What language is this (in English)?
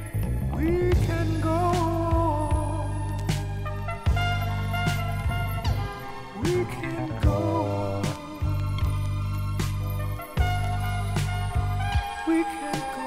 English